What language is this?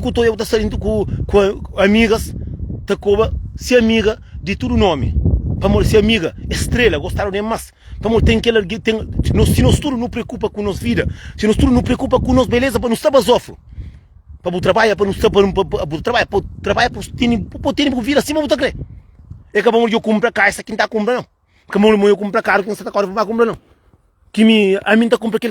Kabuverdianu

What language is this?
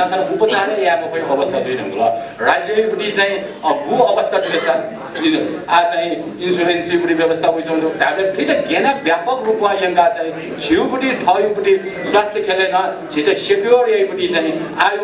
Newari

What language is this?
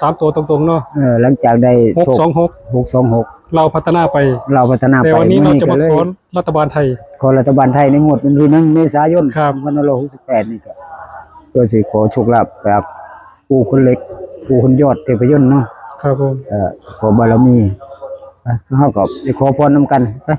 Northeastern Thai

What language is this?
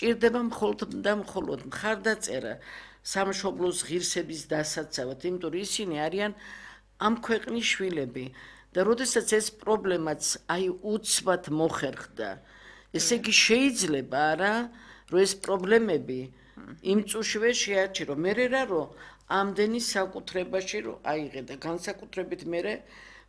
Georgian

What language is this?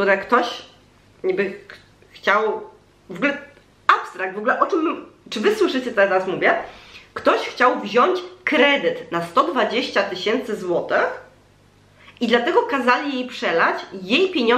Polish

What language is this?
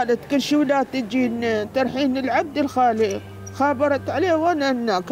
Mesopotamian Arabic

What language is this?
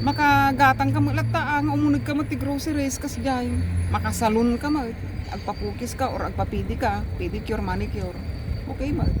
Iloko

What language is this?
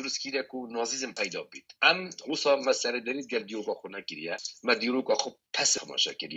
Kurdish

